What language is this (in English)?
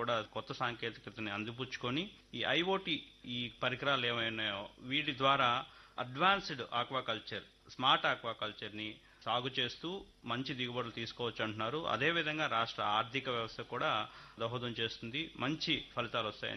Telugu